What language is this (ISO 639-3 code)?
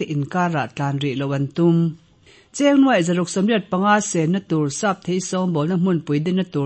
lus